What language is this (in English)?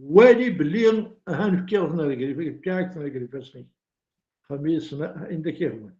Kabyle